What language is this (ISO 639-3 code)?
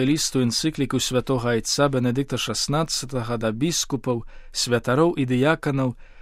bel